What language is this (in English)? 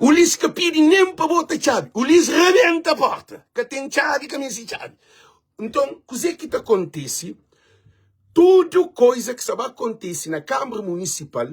Kabuverdianu